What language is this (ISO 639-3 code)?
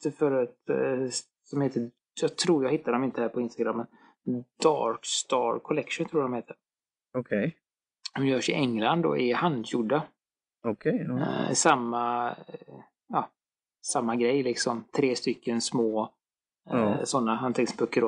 swe